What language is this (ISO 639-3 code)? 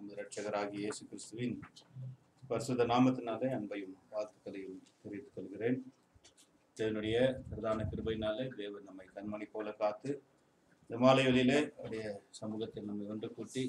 tam